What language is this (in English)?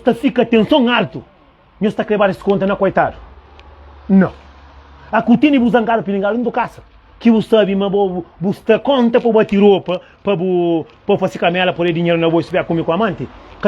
Kabuverdianu